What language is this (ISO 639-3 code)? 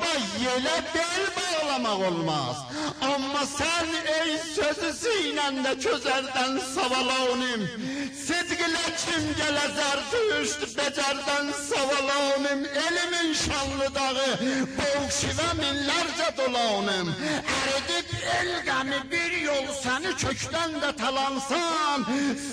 azb